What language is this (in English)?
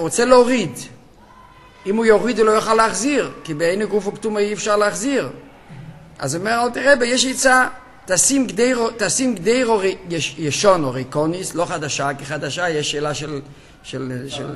Hebrew